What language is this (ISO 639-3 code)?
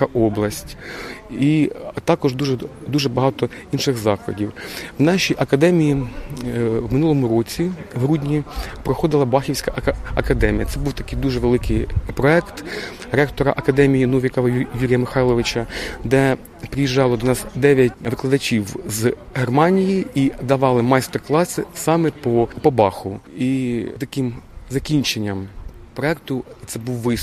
ukr